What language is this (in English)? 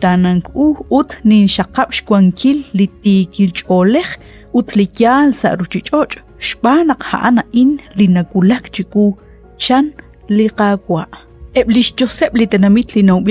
Kekchí